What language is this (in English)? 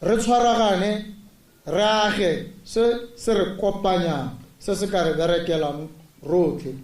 Tswana